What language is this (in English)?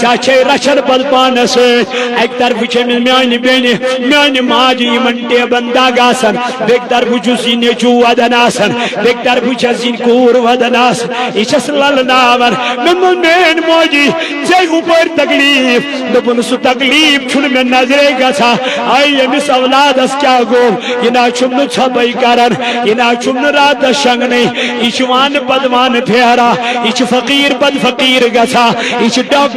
Kashmiri